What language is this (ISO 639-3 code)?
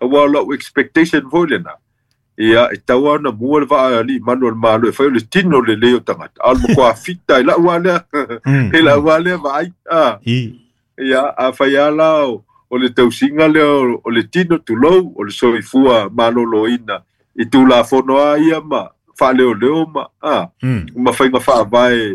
smo